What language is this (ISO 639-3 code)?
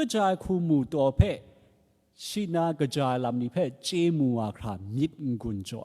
kac